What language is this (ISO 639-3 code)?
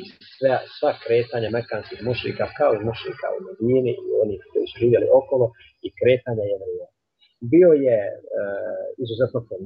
bos